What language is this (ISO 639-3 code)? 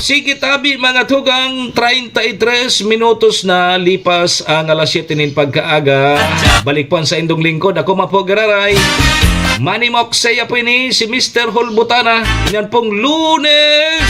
bik